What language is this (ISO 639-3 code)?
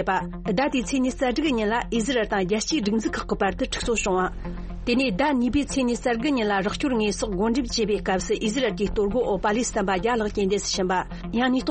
bod